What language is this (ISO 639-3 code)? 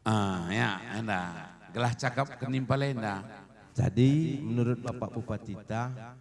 btx